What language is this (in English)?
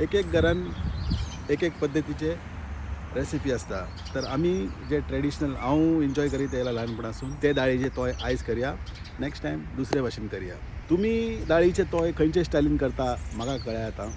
Konkani